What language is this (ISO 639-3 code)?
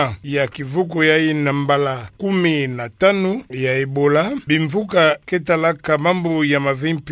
ktu